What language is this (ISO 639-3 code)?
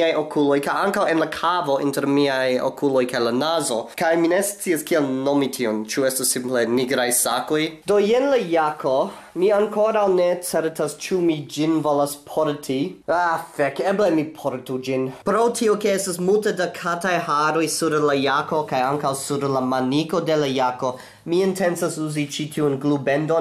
epo